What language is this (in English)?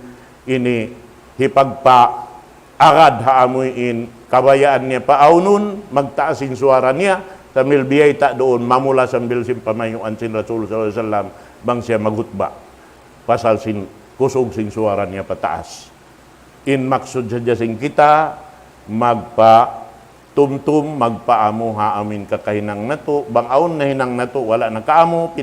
Tausug